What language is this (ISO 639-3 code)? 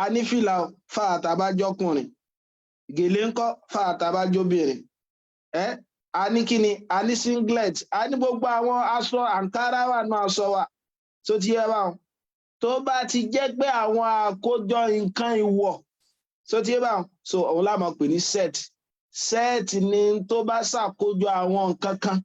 yor